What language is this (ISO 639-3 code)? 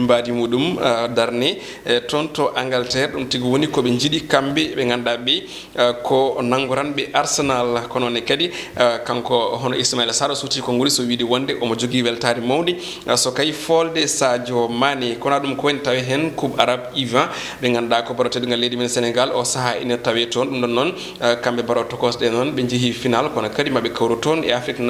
ful